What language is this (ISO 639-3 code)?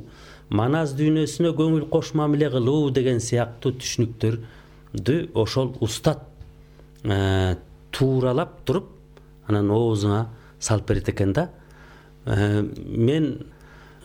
kir